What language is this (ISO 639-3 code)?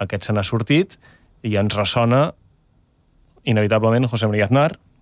cat